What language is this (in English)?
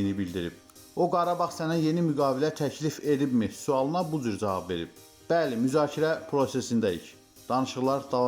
Azerbaijani